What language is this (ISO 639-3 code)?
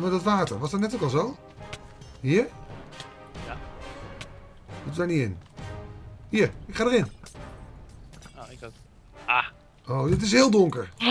nld